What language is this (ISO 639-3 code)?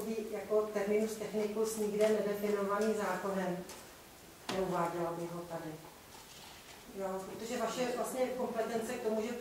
ces